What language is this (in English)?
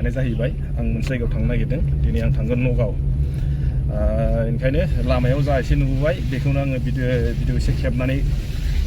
Bodo